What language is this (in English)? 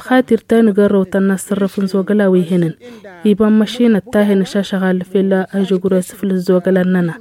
Tamasheq